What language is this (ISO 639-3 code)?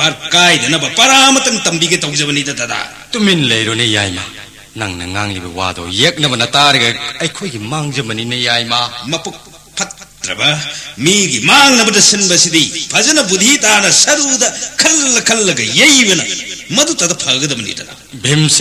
mni